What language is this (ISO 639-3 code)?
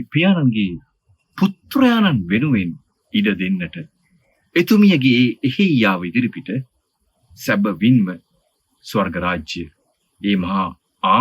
sin